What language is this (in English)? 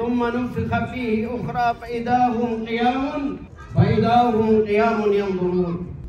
Maranao